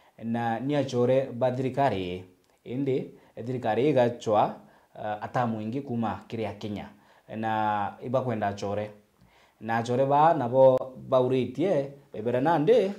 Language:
Meru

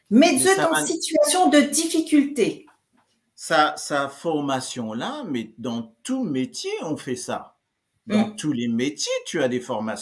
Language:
Morisyen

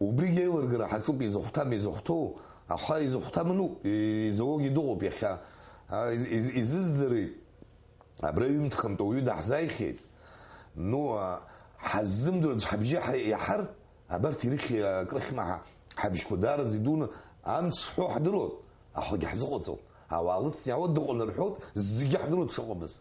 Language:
Abkhazian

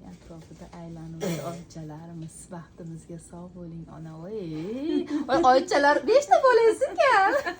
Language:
Uzbek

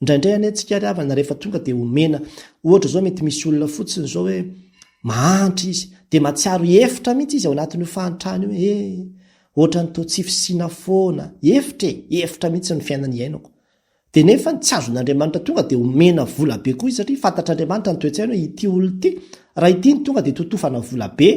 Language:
Malagasy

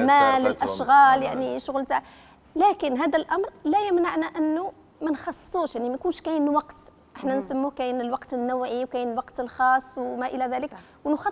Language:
Algerian Arabic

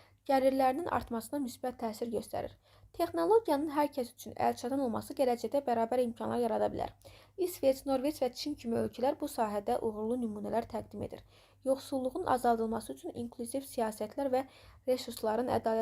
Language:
Azerbaijani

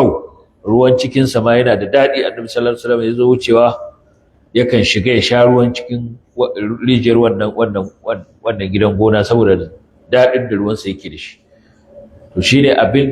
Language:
Hausa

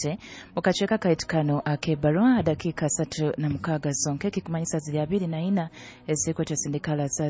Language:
Nyoro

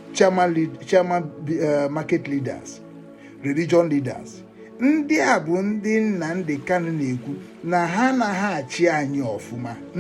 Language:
Igbo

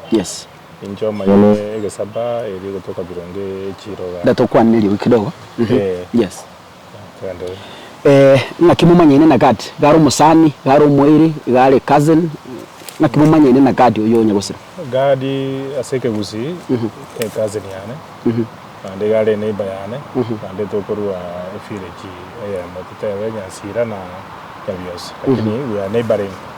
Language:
Gusii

